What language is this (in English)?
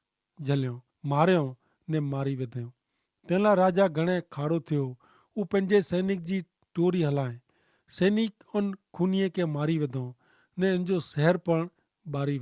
Kachhi